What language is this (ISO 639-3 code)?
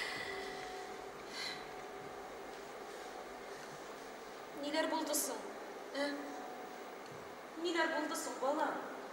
tat